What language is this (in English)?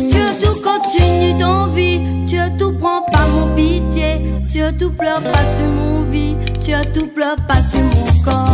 Réunion Creole French